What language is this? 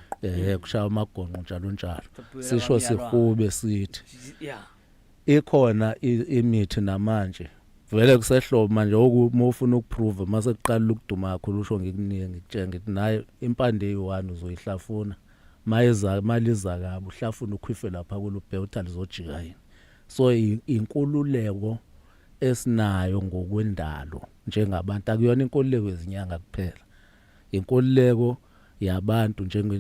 Zulu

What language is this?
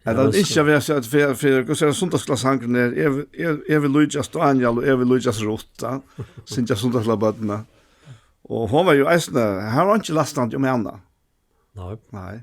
Faroese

